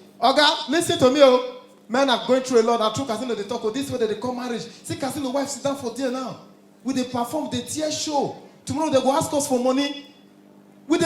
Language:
Nigerian Pidgin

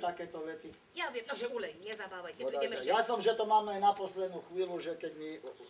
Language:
Slovak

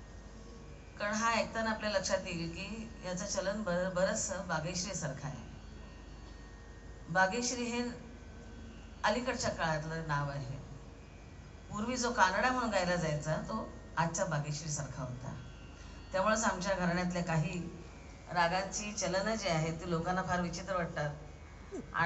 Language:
Marathi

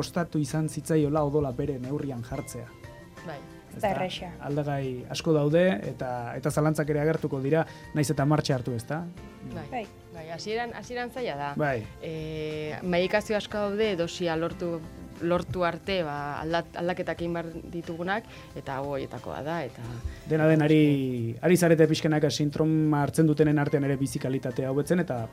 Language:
Basque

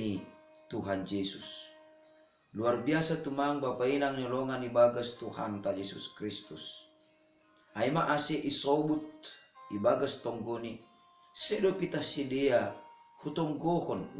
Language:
Batak Simalungun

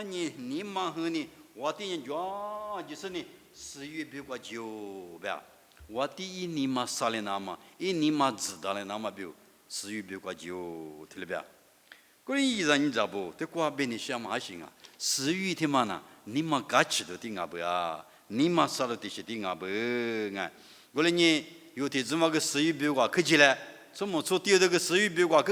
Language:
Lisu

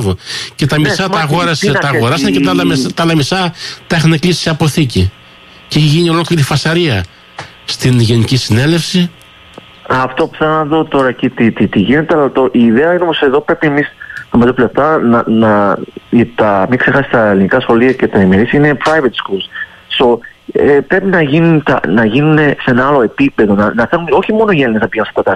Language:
Greek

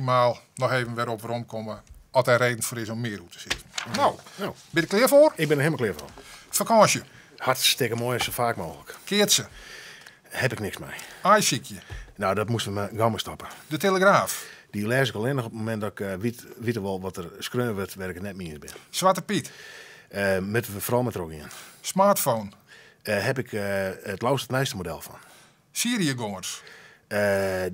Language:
Western Frisian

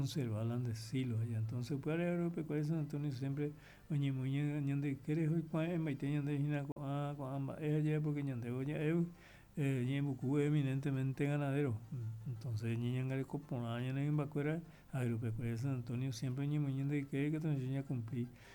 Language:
Guarani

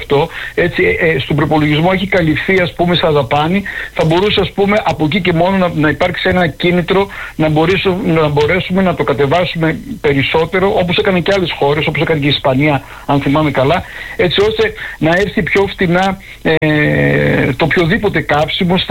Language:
Greek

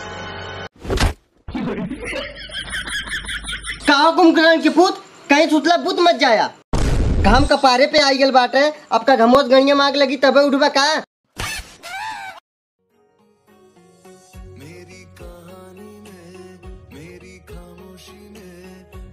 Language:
Bhojpuri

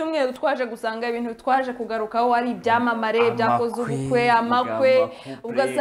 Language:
Kinyarwanda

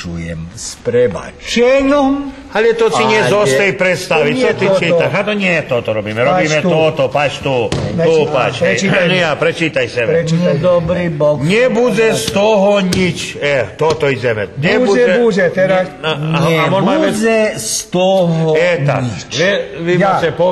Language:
Rusyn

